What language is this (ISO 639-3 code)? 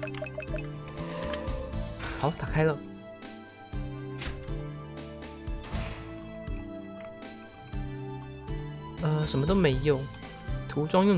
zho